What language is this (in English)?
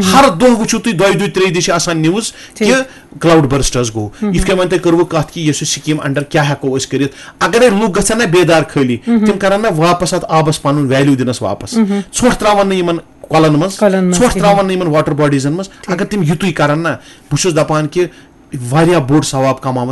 Kashmiri